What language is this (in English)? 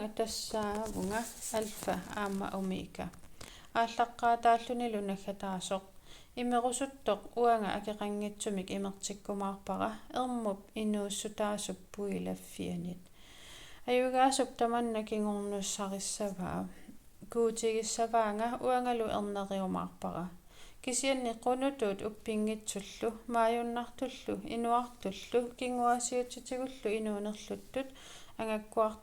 Kalaallisut